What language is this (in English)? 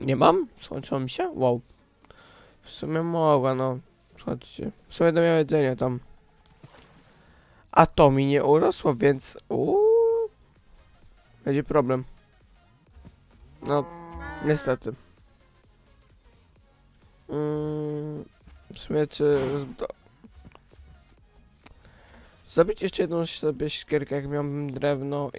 Polish